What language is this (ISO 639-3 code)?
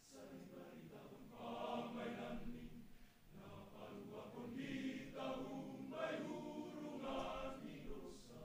bts